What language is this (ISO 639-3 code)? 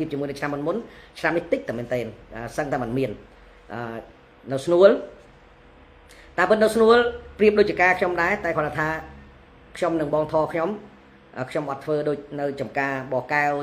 khm